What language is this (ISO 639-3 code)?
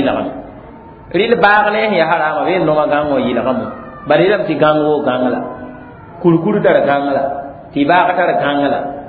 mos